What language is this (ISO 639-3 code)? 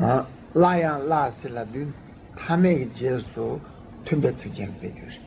bod